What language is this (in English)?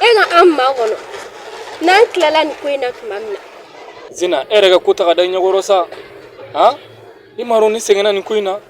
Bambara